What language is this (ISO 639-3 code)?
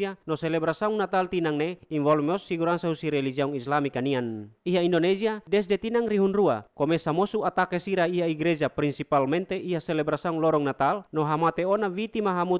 tet